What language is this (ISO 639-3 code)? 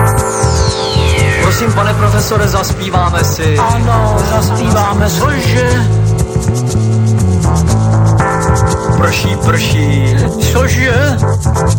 ces